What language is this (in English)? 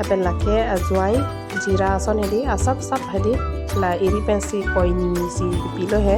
Karbi